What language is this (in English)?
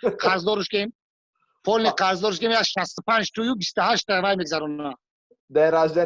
Tajik